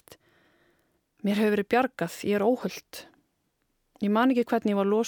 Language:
Icelandic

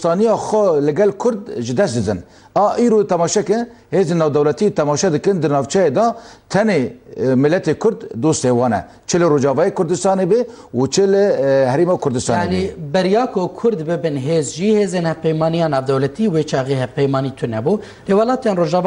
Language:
Kurdish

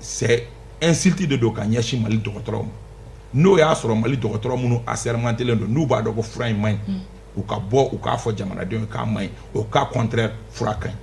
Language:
Bambara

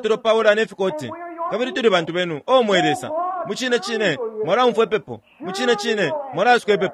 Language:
Bemba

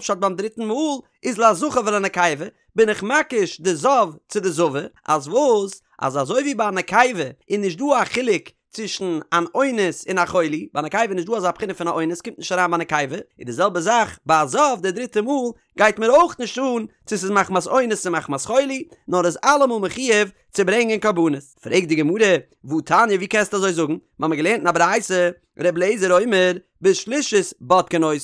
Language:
Yiddish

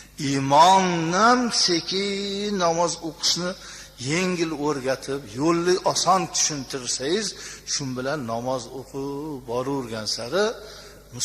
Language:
Uzbek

